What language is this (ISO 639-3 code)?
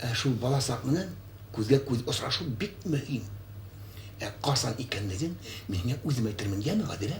bak